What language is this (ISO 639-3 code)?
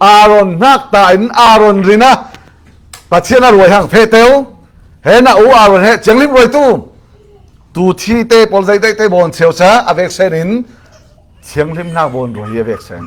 cfm